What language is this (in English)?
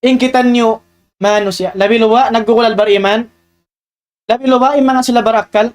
Tausug